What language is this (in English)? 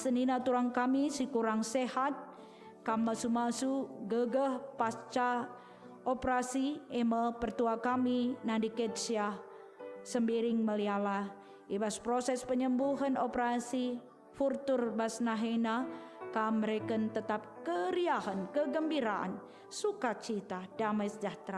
Batak Karo